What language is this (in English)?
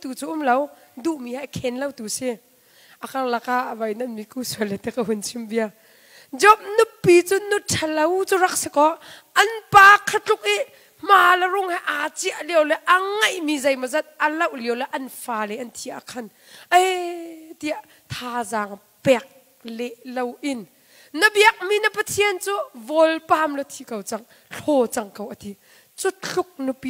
Hakha Chin